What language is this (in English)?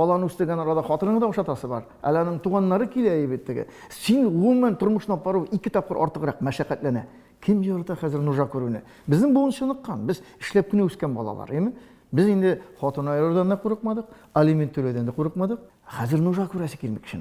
Tatar